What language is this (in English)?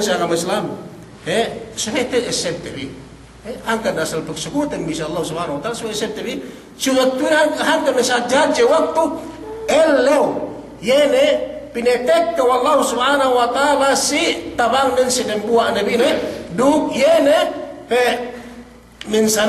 Yakan